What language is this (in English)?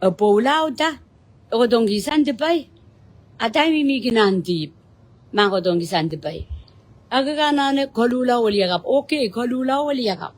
Pohnpeian